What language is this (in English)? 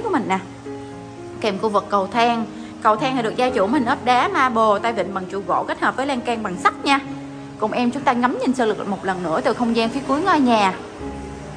Vietnamese